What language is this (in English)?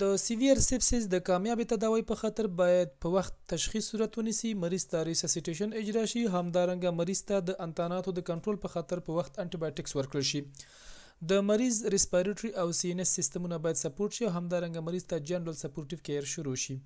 Pashto